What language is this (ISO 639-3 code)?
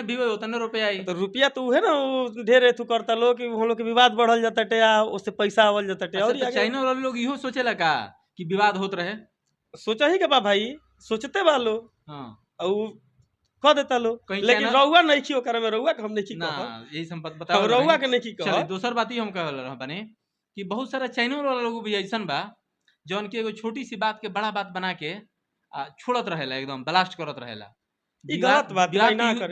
bho